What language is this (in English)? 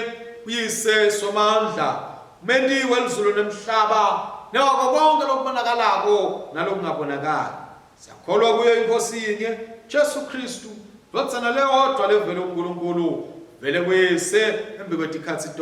Swati